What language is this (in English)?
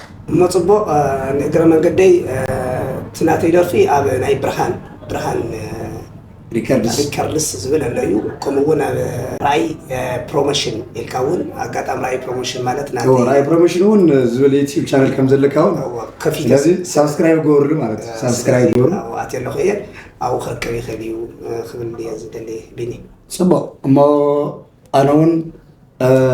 Tigrinya